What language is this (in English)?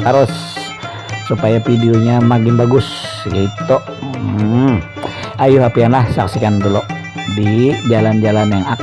Banjar